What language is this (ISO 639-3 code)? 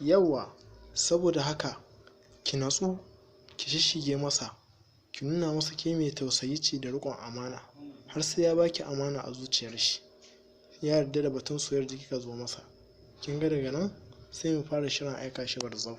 hau